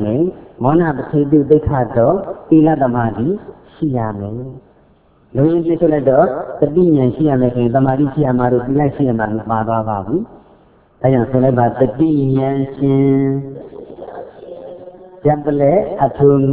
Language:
Burmese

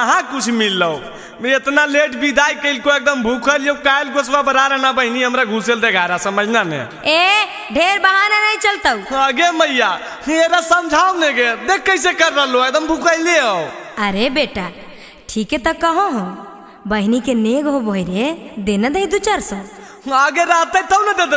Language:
Magahi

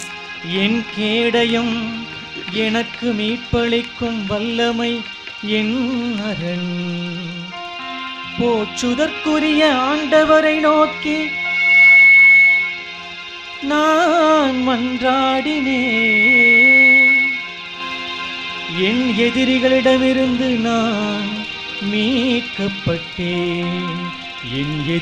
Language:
Tamil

